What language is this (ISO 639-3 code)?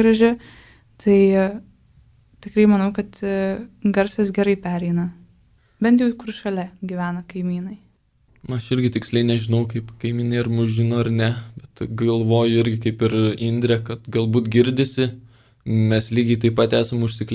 lit